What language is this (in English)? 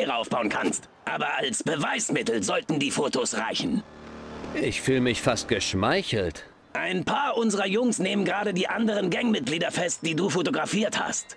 German